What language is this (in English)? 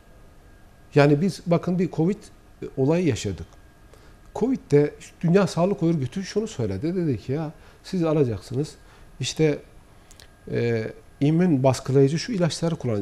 Turkish